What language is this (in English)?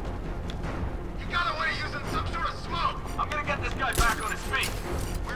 Turkish